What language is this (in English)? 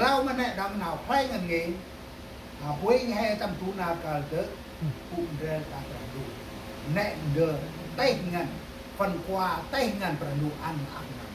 Central Mnong